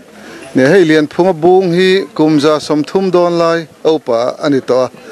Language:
Mizo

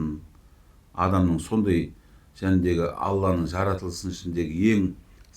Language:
Kazakh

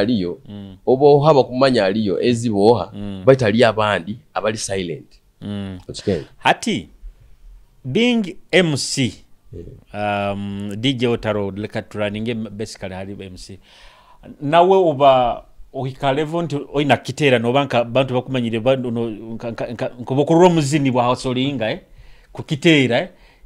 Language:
Tooro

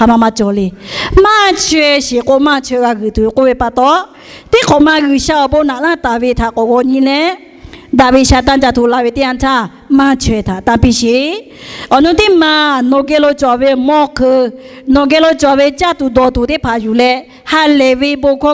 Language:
Lahu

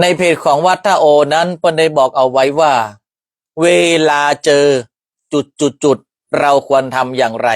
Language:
Northern Thai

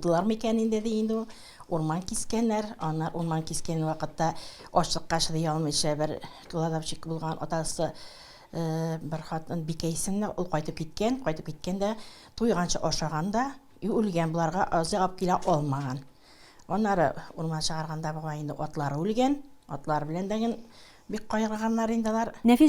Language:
Tatar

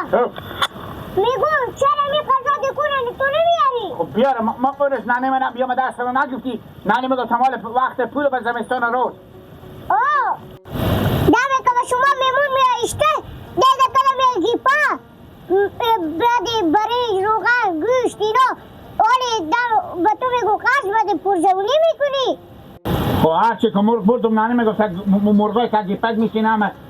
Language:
Hazaragi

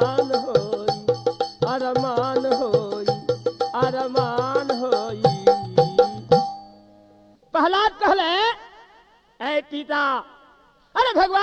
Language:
Bhojpuri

